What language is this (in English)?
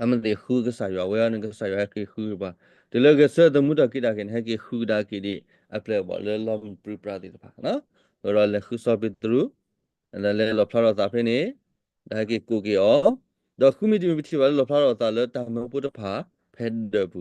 S'gaw Karen